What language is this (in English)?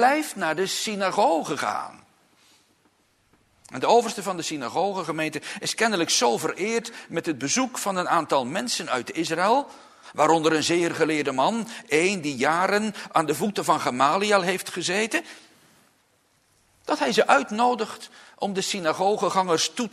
Dutch